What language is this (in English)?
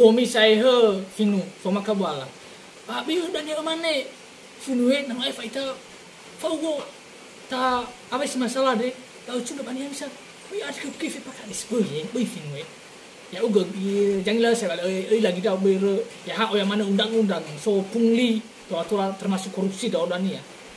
Nias